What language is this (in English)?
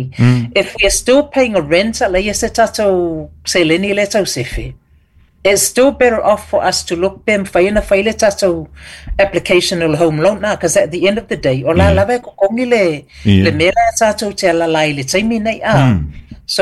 Samoan